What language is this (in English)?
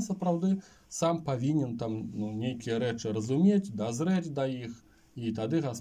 Belarusian